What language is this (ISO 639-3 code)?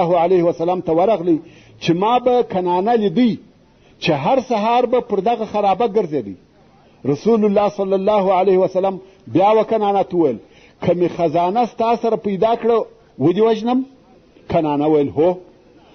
pus